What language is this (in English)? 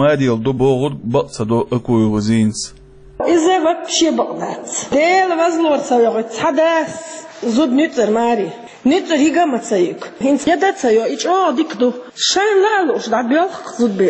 Chechen